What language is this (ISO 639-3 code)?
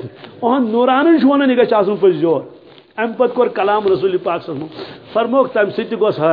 kas